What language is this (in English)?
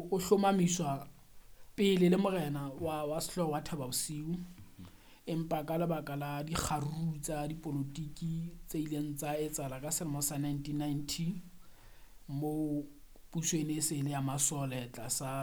Southern Sotho